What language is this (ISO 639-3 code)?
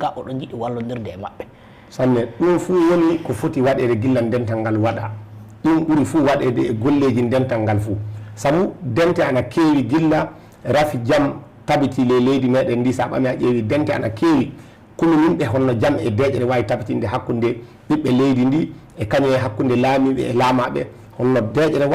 ful